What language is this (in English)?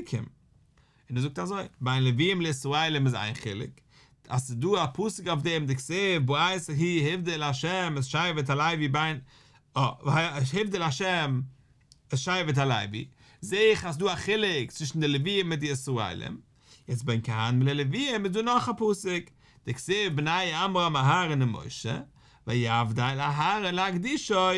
Yiddish